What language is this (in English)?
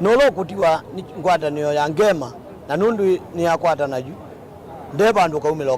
Kamba